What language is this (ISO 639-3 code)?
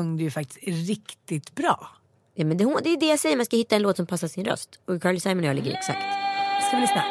swe